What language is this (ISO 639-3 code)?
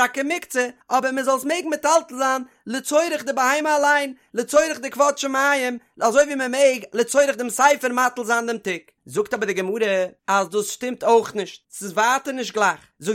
yid